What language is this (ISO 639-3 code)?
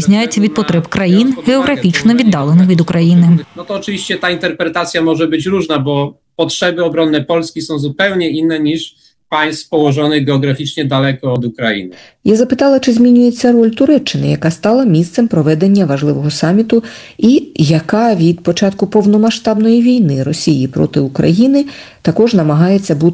ukr